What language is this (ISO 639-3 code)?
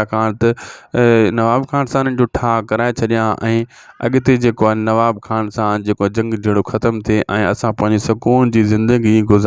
snd